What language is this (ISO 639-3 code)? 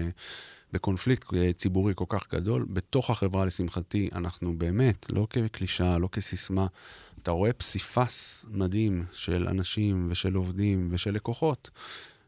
heb